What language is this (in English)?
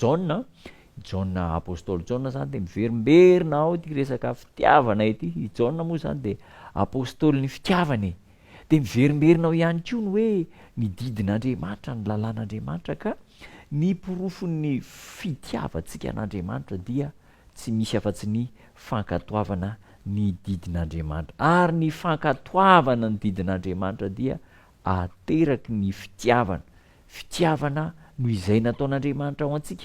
Malagasy